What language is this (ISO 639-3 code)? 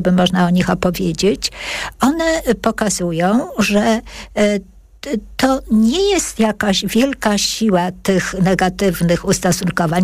pol